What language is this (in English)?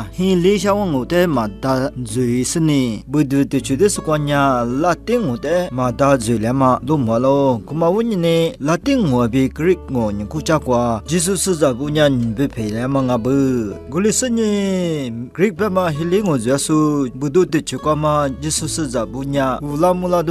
Lisu